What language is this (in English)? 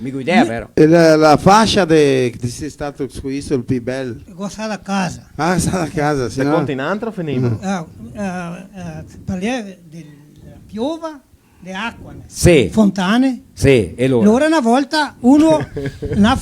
Venetian